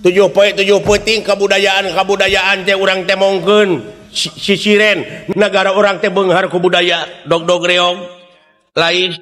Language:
Sundanese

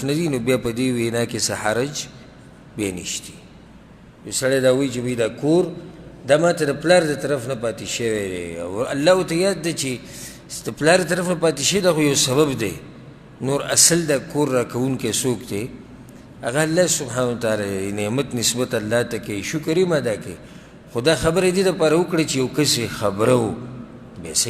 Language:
Pashto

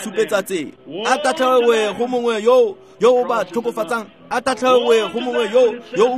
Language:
Tswana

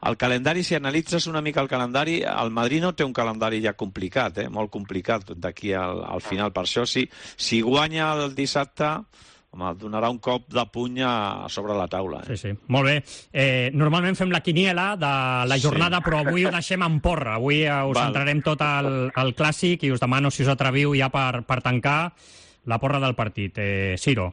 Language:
Catalan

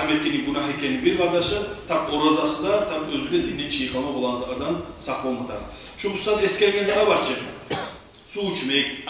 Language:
Kumyk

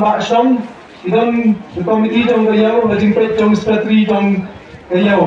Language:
Khasi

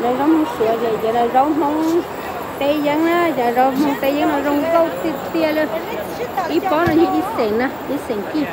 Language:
Hmong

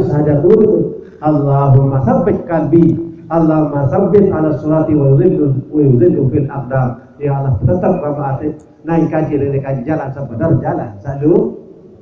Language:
Sasak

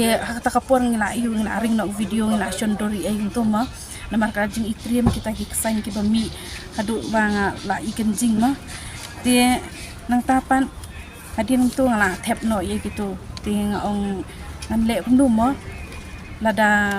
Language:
Khasi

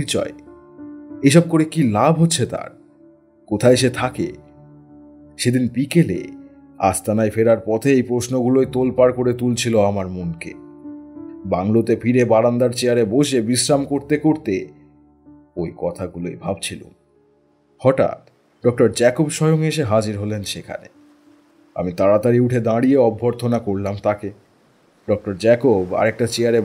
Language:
Bangla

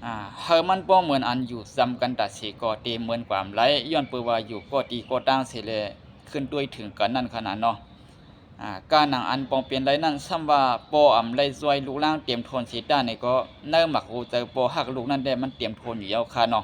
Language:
Shan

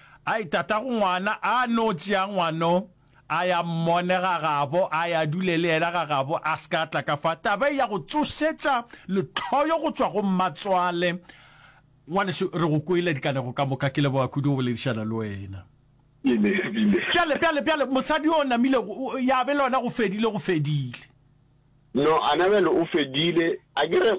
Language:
Northern Sotho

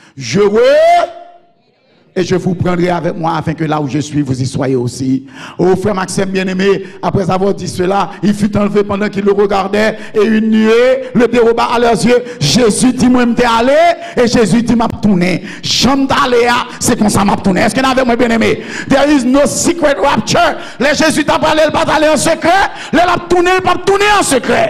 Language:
French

